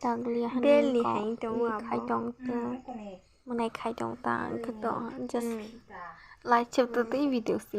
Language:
Kok Borok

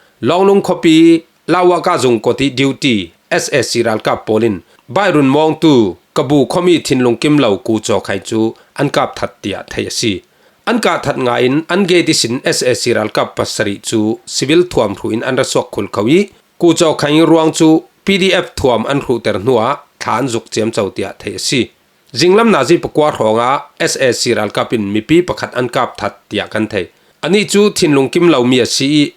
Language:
Falam Chin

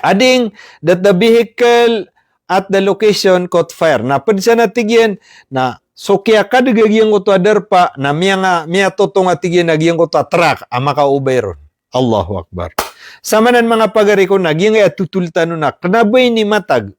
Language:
Maranao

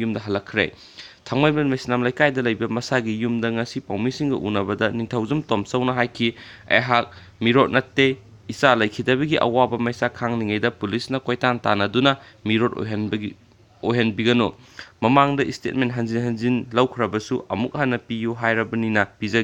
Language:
Manipuri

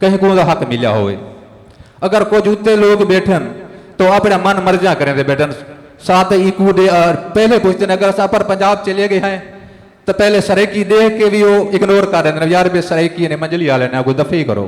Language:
Saraiki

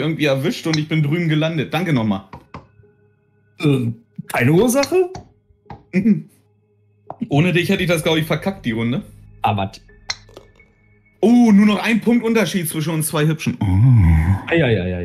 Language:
German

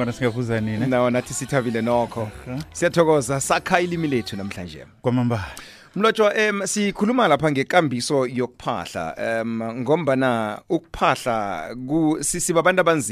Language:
South Ndebele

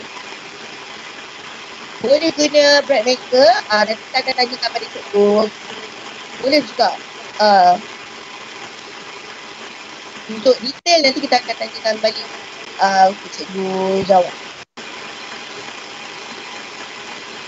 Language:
Malay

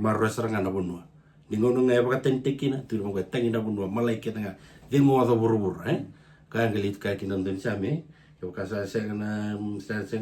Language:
Fijian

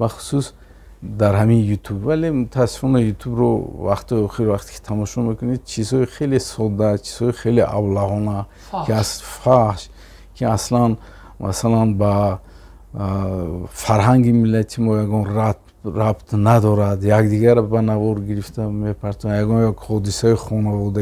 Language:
Tajik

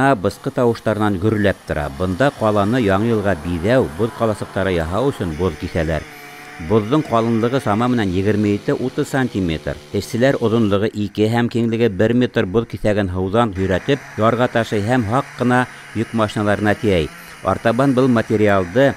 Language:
Bashkir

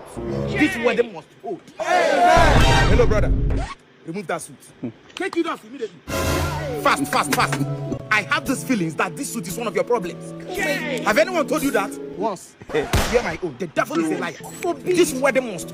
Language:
Nigerian Pidgin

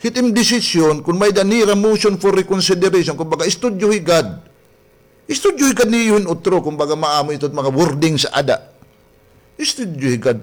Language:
Waray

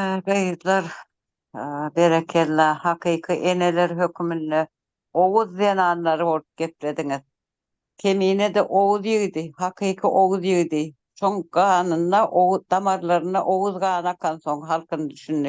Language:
Turkmen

